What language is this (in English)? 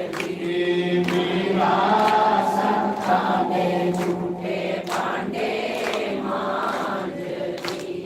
Dogri